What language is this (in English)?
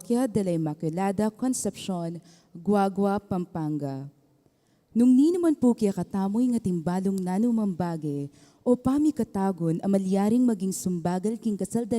Pampanga